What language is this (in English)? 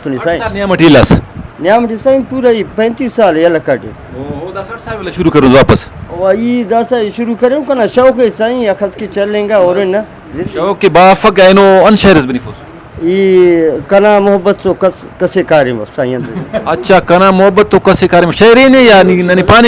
Brahui